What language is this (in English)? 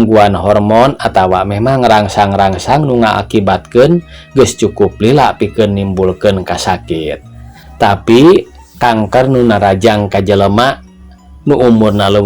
Sundanese